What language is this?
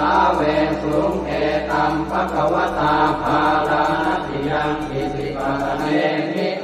Pali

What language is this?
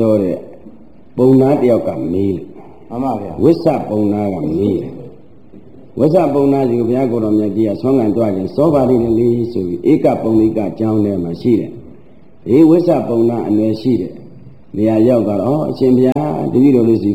Burmese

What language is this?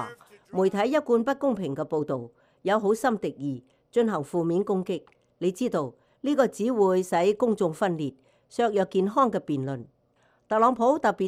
Cantonese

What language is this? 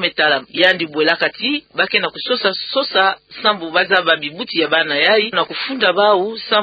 Kituba (Democratic Republic of Congo)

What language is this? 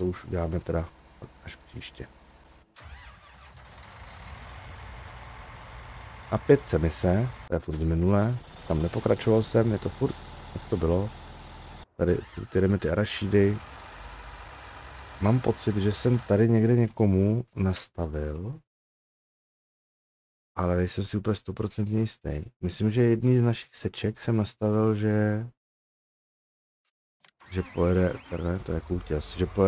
Czech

